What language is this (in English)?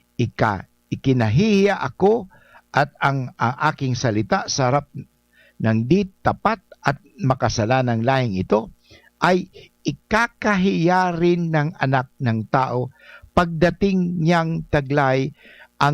Bikol